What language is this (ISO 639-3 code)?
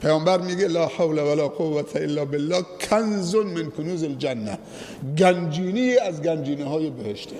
fas